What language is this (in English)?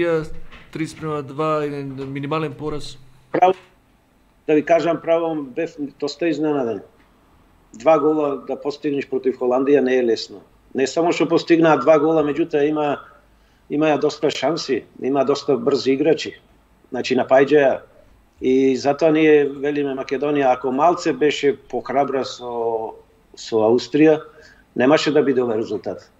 Macedonian